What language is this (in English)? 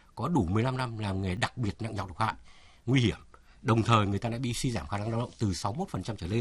Vietnamese